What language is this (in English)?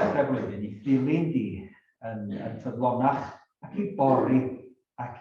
Welsh